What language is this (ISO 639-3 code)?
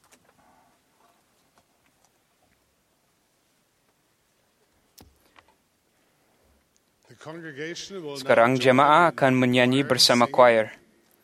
msa